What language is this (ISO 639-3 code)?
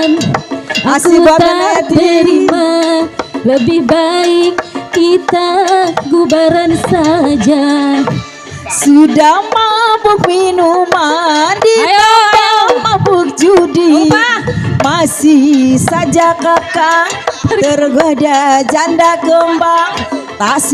bew